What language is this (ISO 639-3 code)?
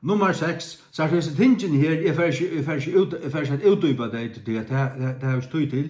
fao